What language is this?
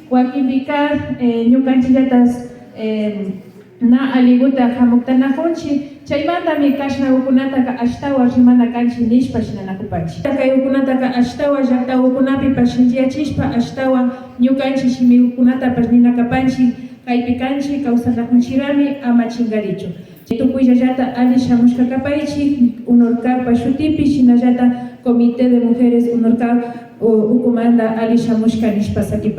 Imbabura Highland Quichua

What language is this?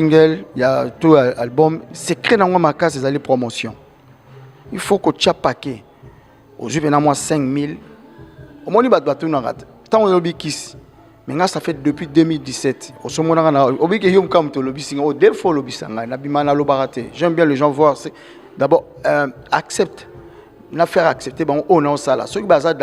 Lingala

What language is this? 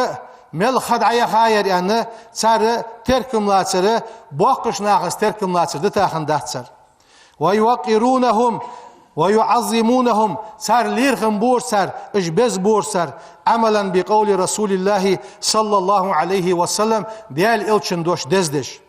Ingush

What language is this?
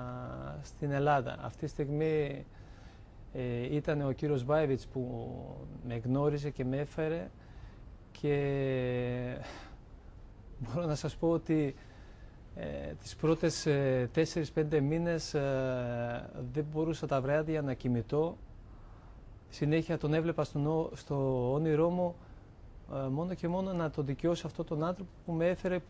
Greek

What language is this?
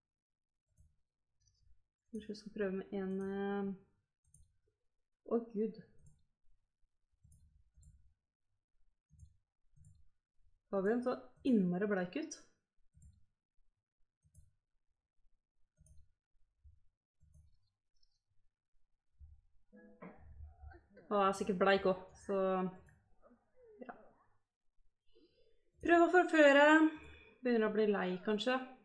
Norwegian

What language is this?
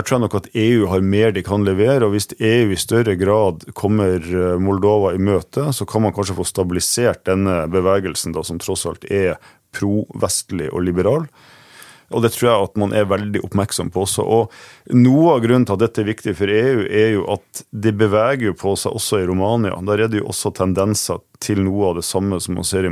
Norwegian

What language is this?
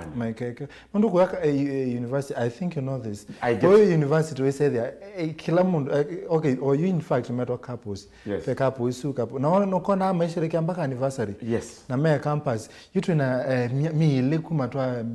Kamba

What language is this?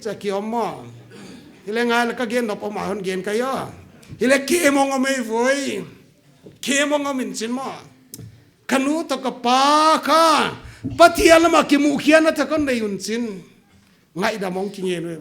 Paite Chin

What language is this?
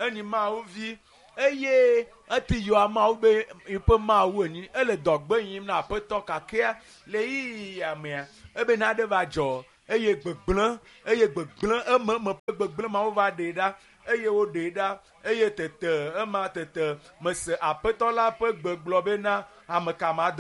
Ewe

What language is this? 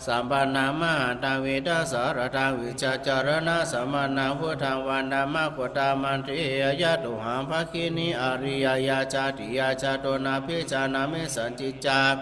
Pali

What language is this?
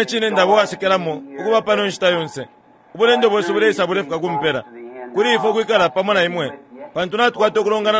Bemba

